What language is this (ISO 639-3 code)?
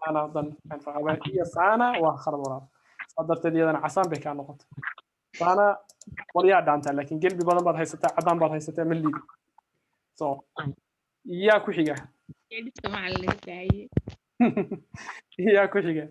som